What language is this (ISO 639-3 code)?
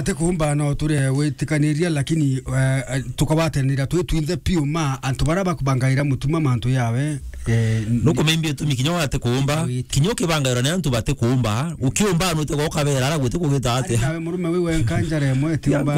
mer